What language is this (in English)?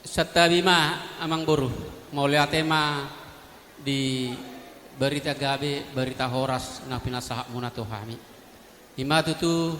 Batak Toba